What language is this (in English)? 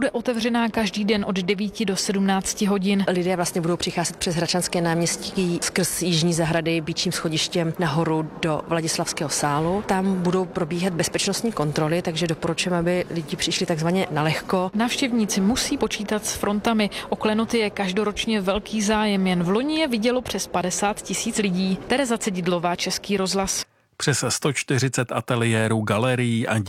Czech